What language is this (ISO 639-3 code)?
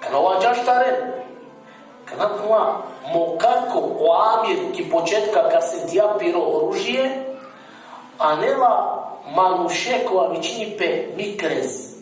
rmn